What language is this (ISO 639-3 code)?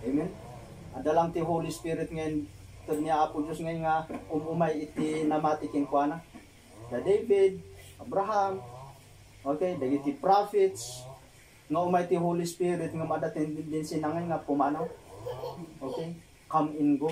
ilo